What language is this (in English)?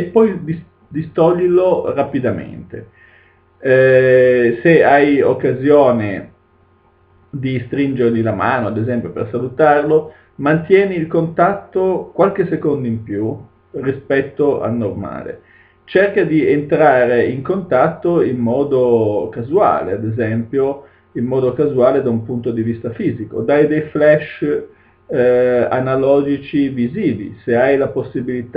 Italian